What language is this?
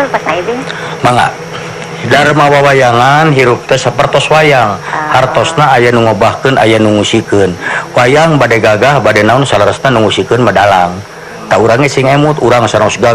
Sundanese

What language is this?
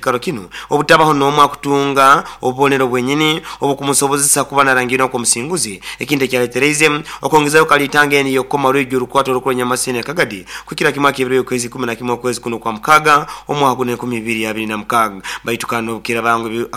Nyoro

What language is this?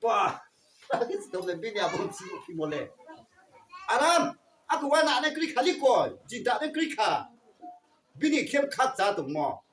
Riang (India)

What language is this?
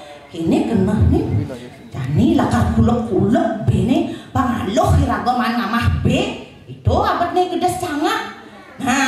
Balinese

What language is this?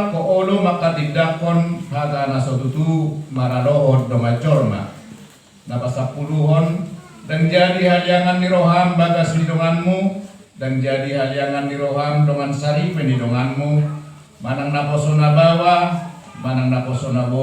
Batak Toba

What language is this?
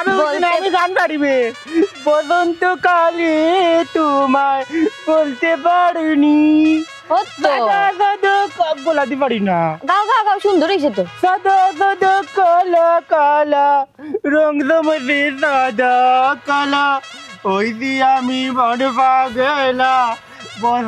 Sylheti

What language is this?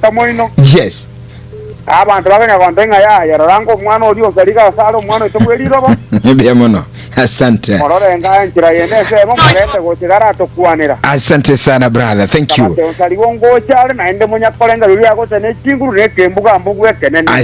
Gusii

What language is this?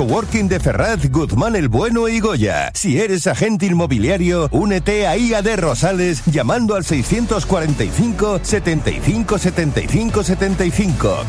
Spanish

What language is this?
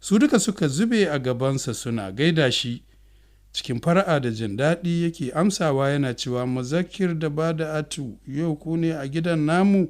Hausa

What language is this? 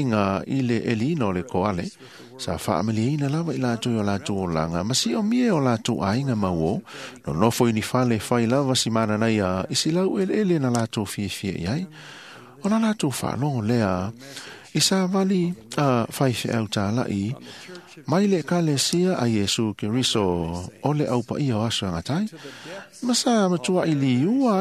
Samoan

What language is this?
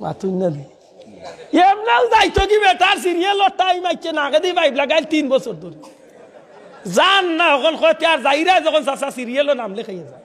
Sylheti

